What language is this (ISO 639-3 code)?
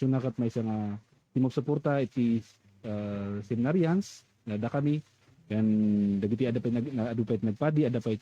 ilo